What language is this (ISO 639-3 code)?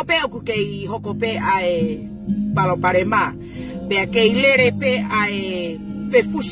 ton